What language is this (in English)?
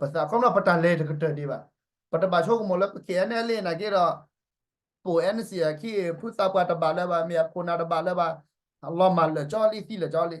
S'gaw Karen